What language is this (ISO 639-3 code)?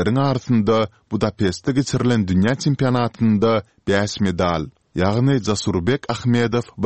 tuk